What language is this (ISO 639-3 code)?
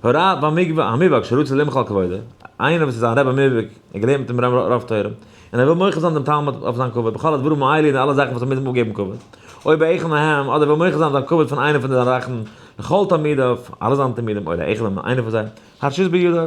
yid